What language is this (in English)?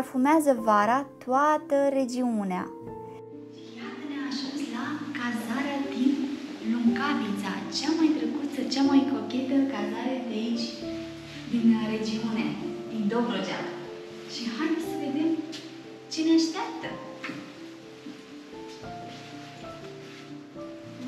Romanian